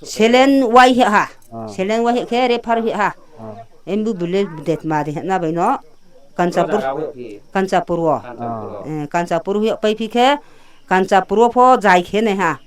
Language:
Riang (India)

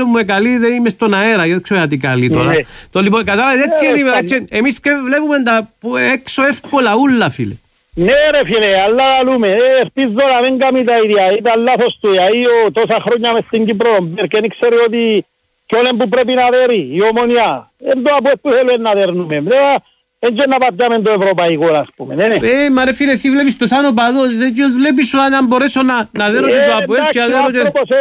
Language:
Greek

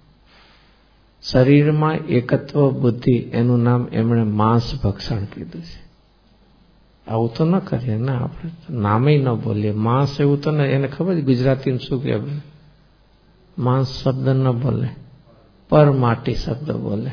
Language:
Gujarati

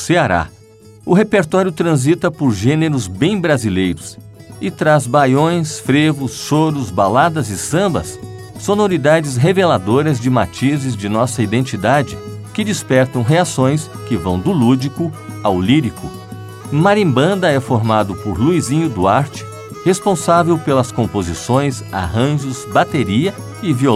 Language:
Portuguese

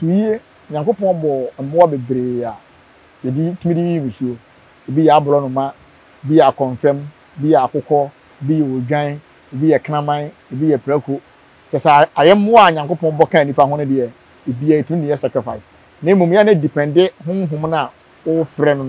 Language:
Akan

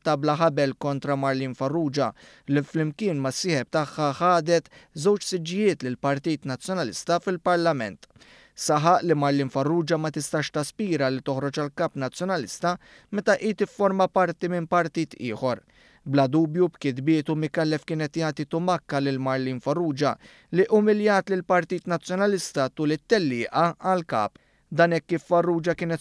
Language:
Maltese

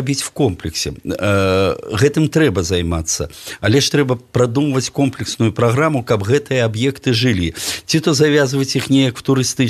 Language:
Belarusian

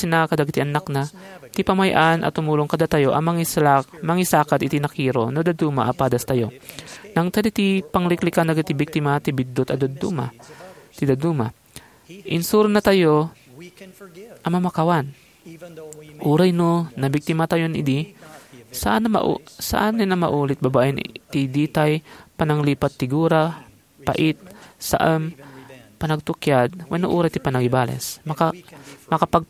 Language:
Iloko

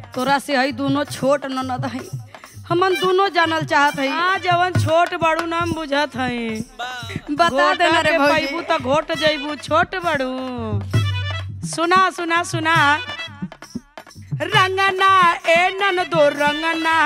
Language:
Bhojpuri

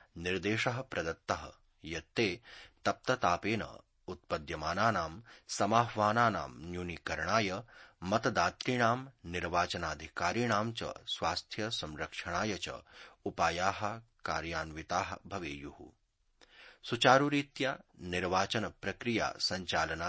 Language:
Sanskrit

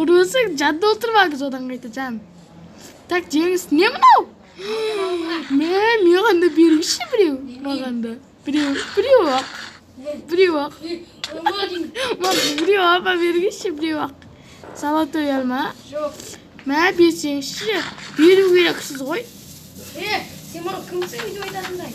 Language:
Kazakh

